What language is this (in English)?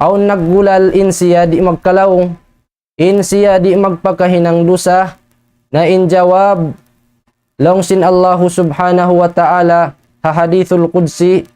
Tausug